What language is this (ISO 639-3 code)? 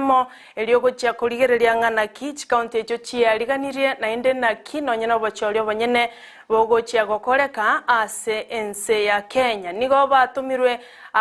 guz